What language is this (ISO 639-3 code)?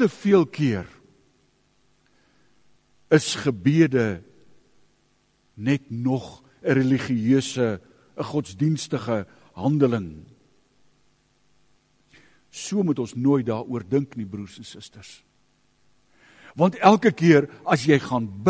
afr